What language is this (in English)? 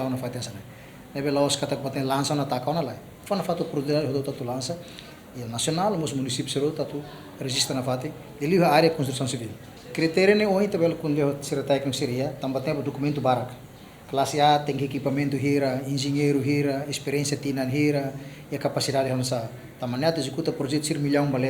Tetum